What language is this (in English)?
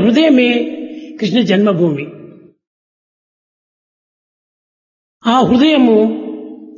Telugu